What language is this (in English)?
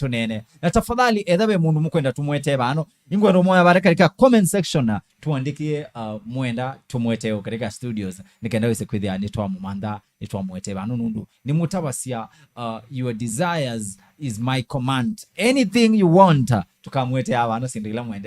Kamba